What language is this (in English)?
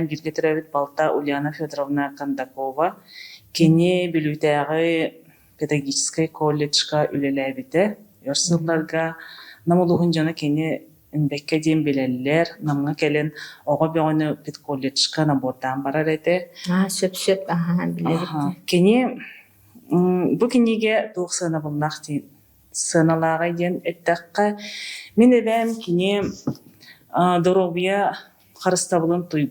Yakut